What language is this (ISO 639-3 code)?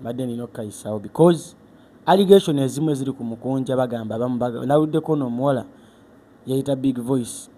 lug